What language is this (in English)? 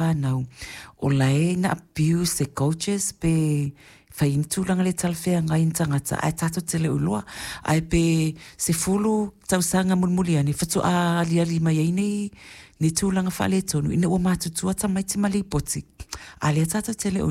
Samoan